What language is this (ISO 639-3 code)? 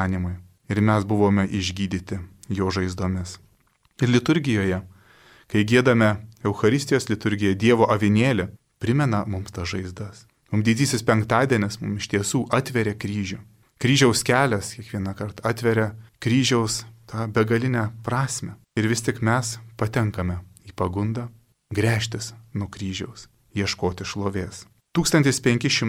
lit